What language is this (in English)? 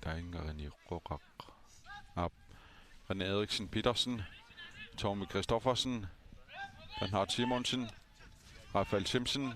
Kalaallisut